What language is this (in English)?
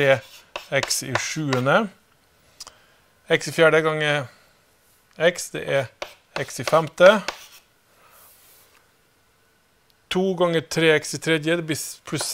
Norwegian